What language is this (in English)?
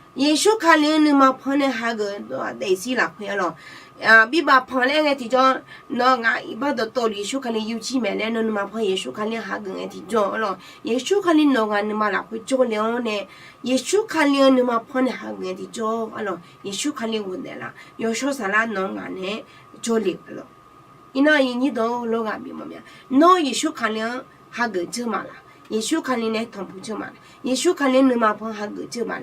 Akha